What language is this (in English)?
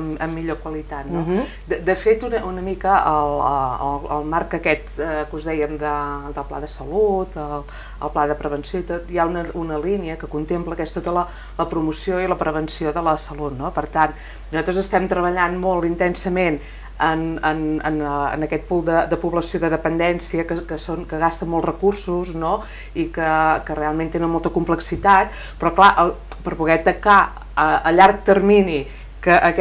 Catalan